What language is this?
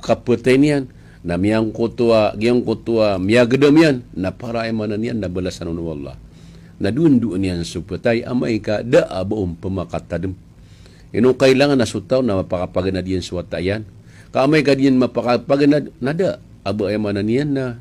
Maranao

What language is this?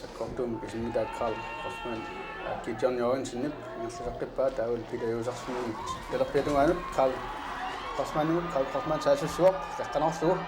Kalaallisut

